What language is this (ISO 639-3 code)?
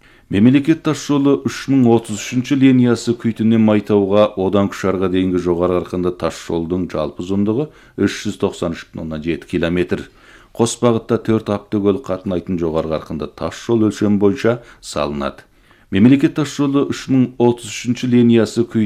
kaz